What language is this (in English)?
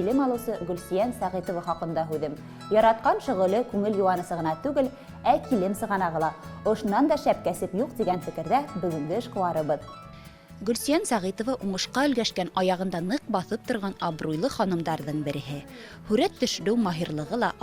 Bashkir